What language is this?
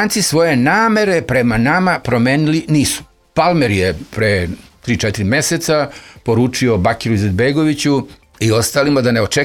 Serbian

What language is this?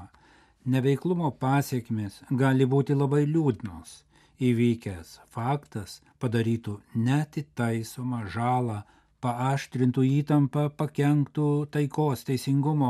Lithuanian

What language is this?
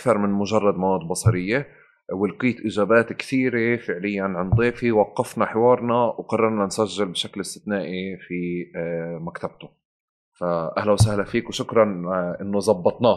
North Levantine Arabic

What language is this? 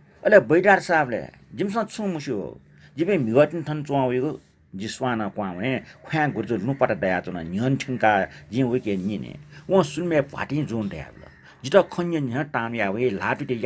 Newari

